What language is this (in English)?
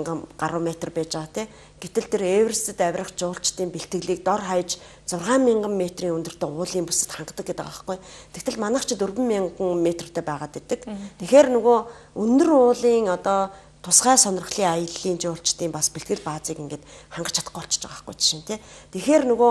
Mongolian